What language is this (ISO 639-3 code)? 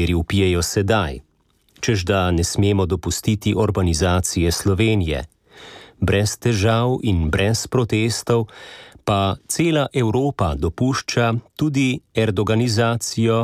slv